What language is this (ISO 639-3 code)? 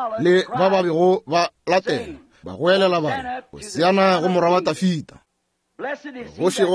nso